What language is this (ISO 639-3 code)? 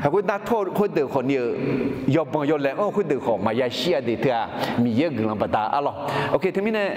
ahk